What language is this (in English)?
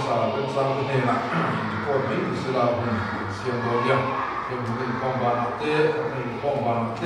Mizo